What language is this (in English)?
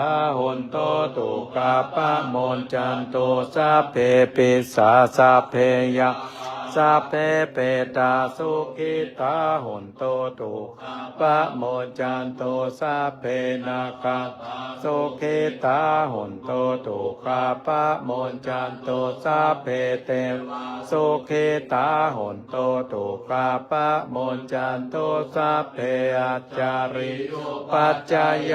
Pali